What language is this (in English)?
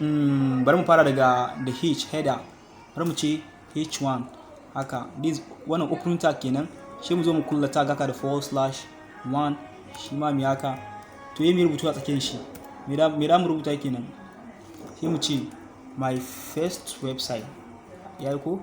Hausa